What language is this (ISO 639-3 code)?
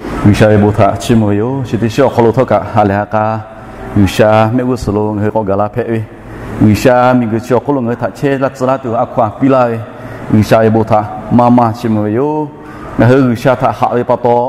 lhu